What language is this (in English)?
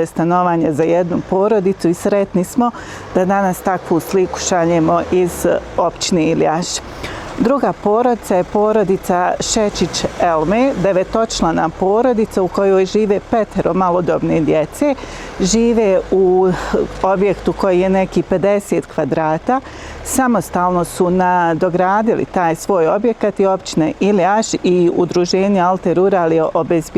Bosnian